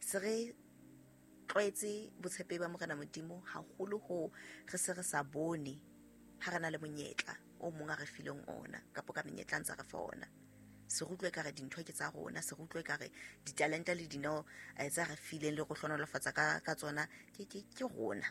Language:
Southern Sotho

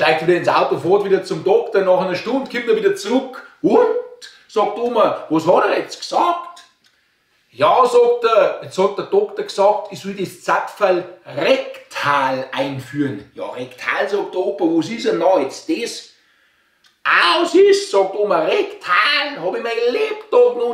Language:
Bavarian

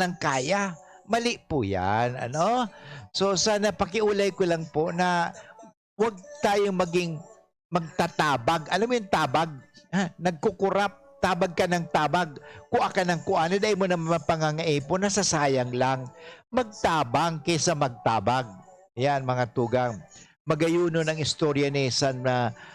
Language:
Bikol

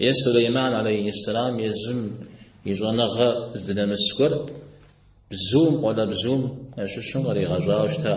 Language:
Kabardian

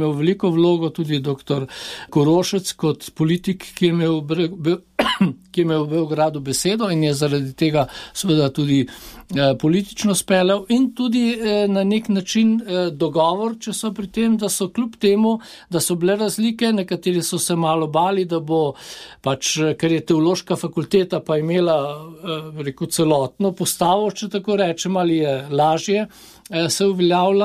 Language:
Slovenian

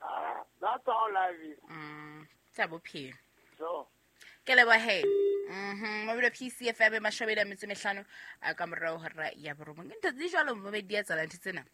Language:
Southern Sotho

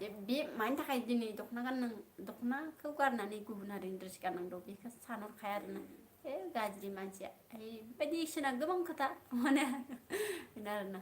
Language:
Bodo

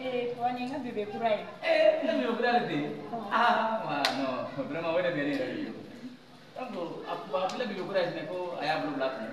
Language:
Bambara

